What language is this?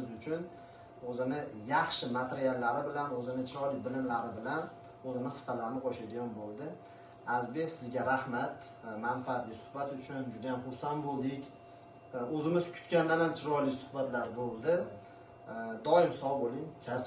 Uzbek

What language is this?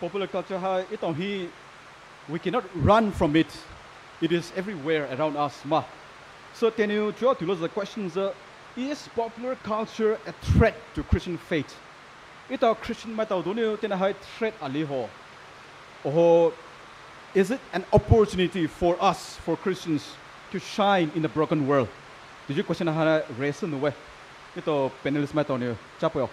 Poumei Naga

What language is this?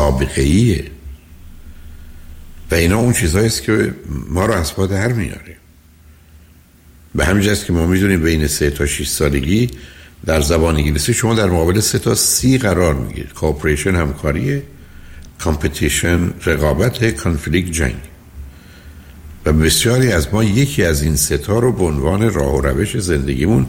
Persian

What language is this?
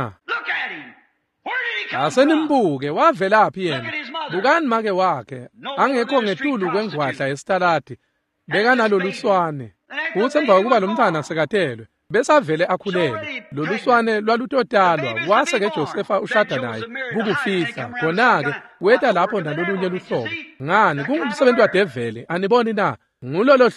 Swati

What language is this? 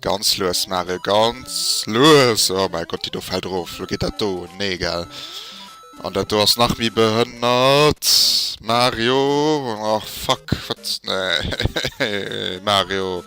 Luxembourgish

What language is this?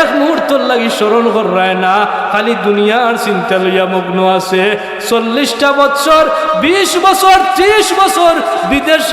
Sylheti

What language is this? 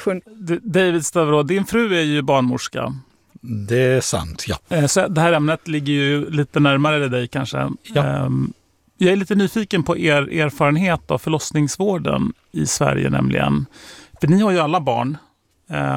Swedish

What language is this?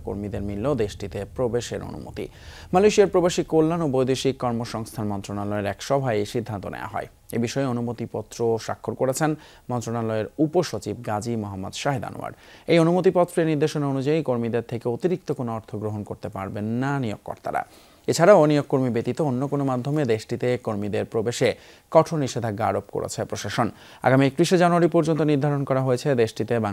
Bangla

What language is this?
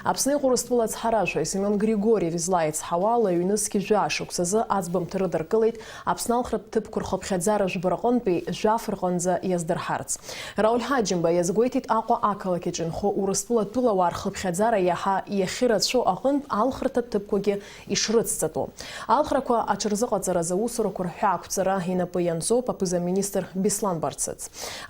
Abkhazian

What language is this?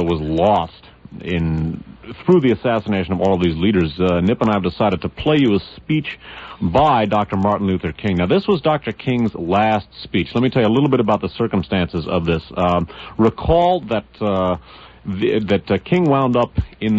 English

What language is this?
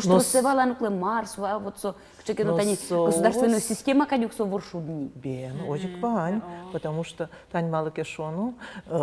Udmurt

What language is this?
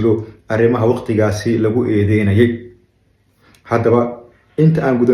Somali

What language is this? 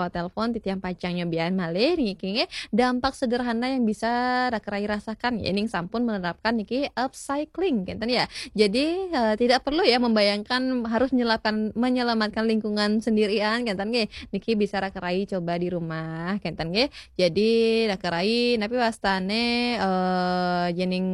Balinese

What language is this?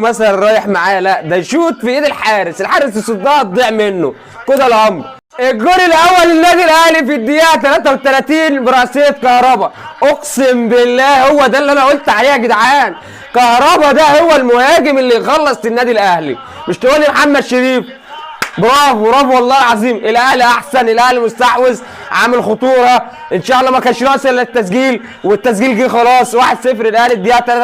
Egyptian Arabic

